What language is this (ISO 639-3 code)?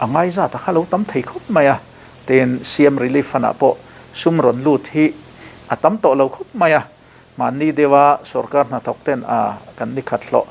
lus